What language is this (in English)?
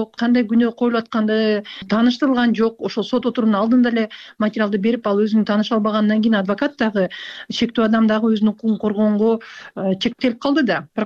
Kyrgyz